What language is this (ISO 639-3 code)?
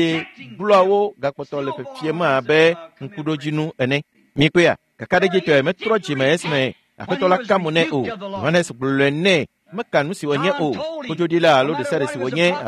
ewe